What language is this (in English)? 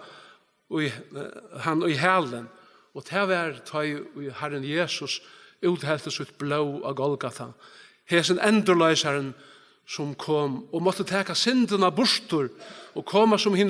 Faroese